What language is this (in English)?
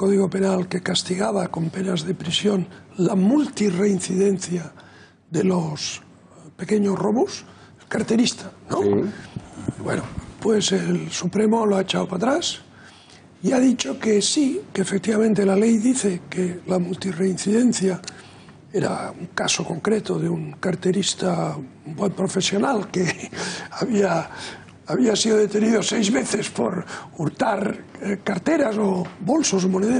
Spanish